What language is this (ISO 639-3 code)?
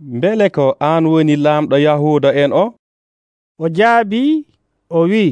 fuv